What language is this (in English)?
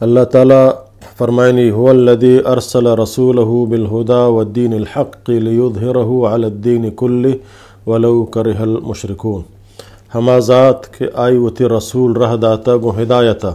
Eastern Balochi